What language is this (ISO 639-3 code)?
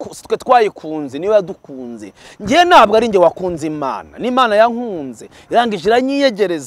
kin